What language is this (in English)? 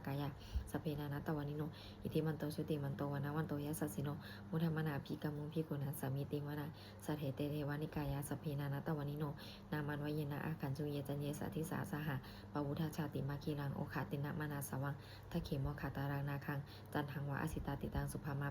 Pali